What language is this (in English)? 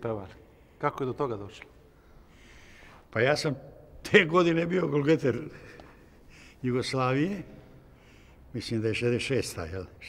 Serbian